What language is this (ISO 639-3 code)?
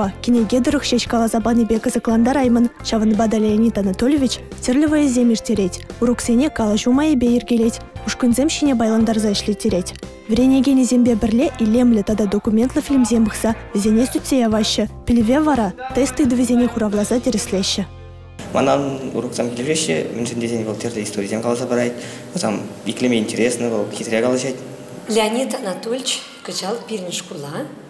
chv